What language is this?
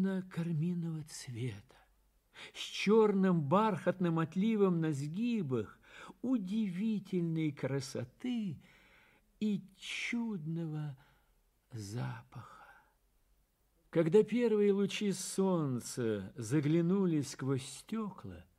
Russian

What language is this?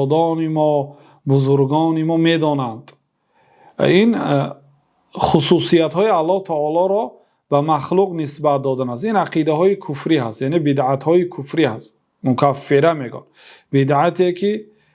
Persian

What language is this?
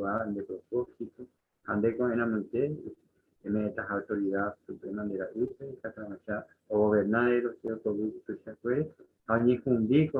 Guarani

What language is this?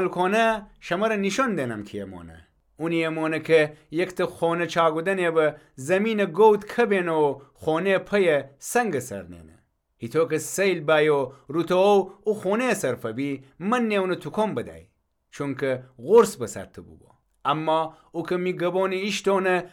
Gilaki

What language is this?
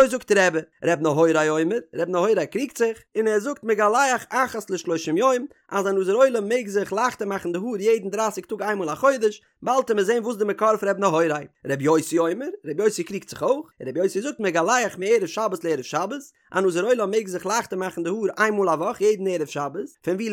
Yiddish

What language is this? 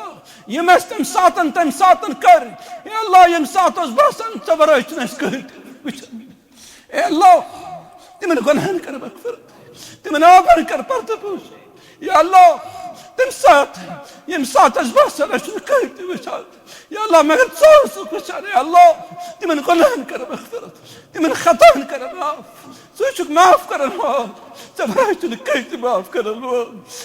Kashmiri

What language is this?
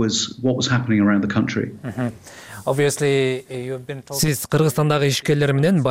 Kyrgyz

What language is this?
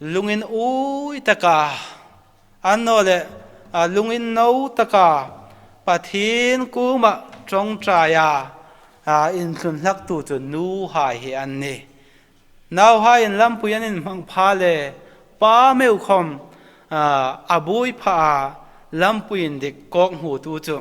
Hmar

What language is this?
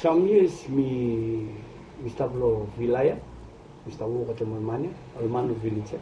Bislama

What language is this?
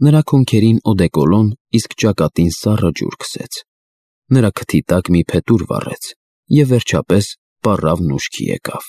Armenian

